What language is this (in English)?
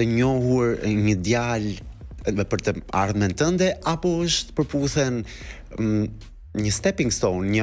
Albanian